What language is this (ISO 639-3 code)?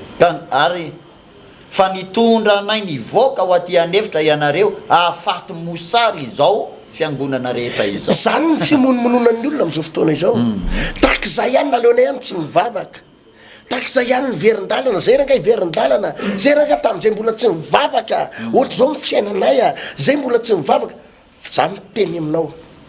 mlg